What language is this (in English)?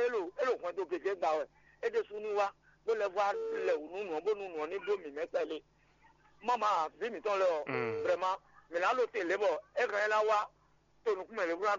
Fon